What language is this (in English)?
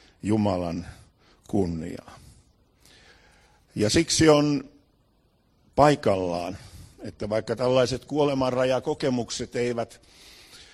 Finnish